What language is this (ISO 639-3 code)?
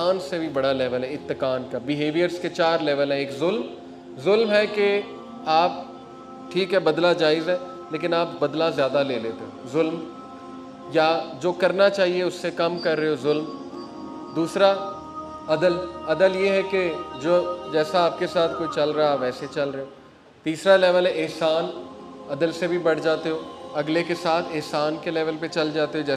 urd